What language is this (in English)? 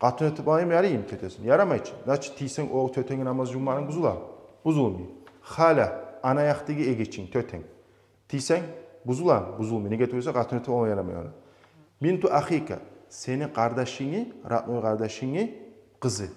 Kumyk